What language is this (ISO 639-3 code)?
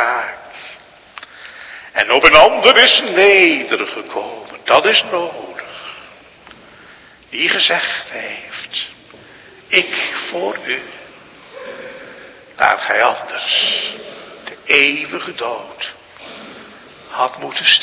nld